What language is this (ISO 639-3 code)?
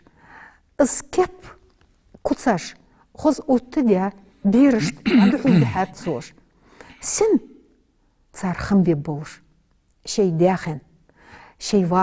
inh